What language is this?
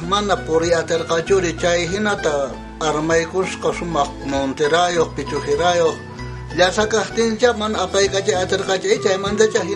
South Bolivian Quechua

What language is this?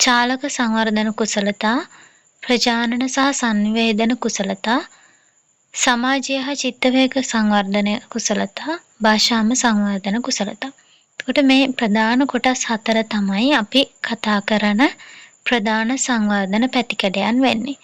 Sinhala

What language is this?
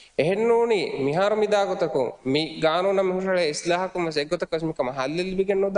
Divehi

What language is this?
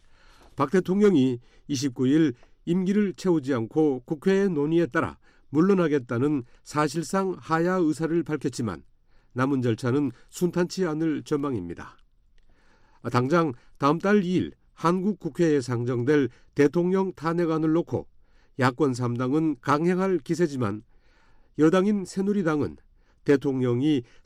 Korean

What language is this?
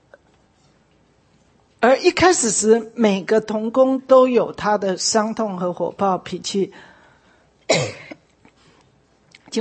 Chinese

